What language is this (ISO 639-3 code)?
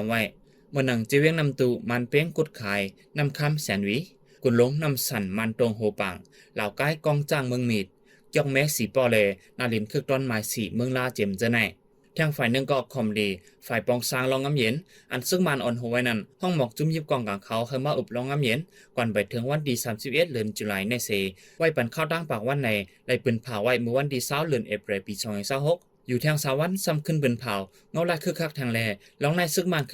shn